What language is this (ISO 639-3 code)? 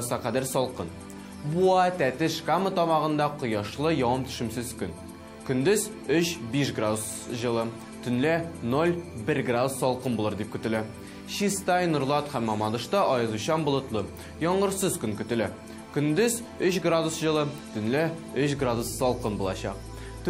tat